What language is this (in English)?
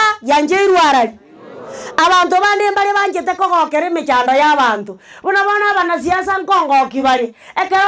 Gusii